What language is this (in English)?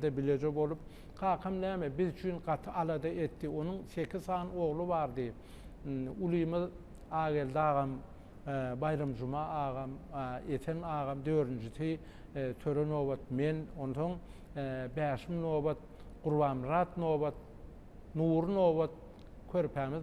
Turkmen